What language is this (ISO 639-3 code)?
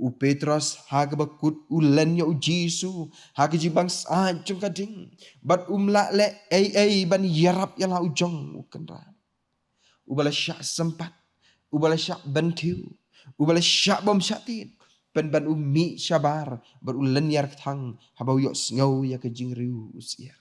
kha